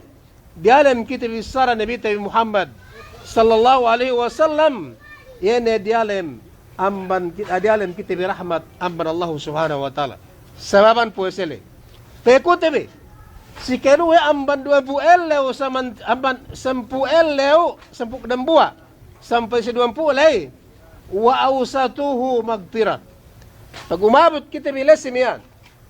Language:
Yakan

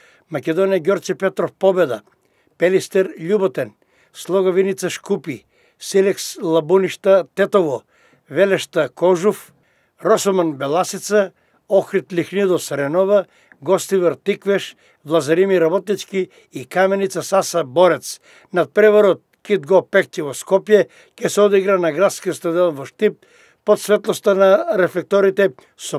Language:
Macedonian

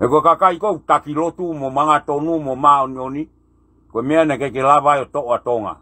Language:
Tongan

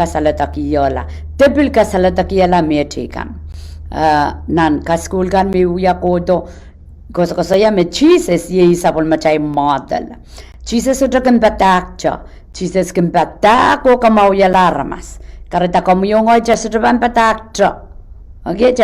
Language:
Pohnpeian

